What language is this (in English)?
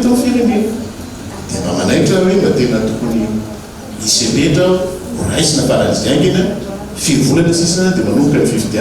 Malagasy